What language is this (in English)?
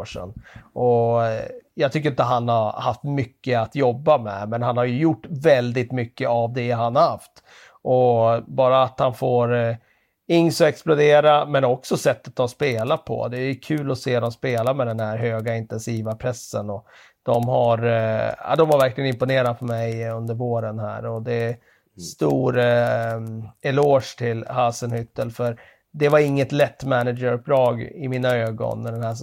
Swedish